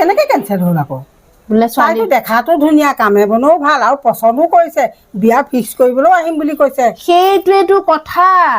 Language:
Assamese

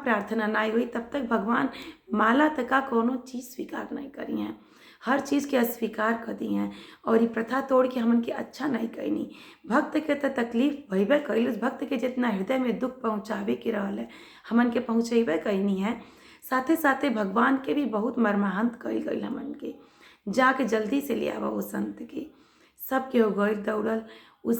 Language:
Bhojpuri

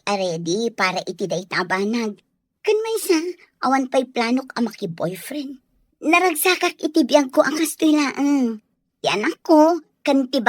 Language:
Iloko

